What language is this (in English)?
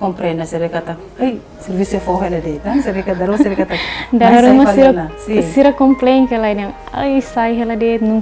Tetum